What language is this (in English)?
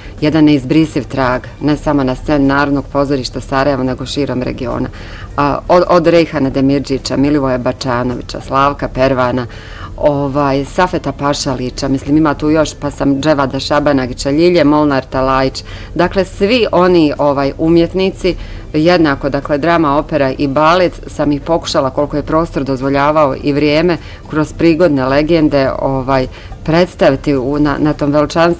Bosnian